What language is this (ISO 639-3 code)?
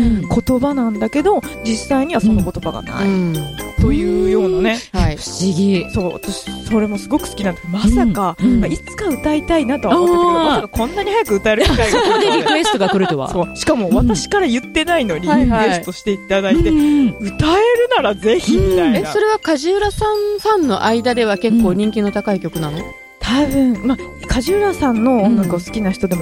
jpn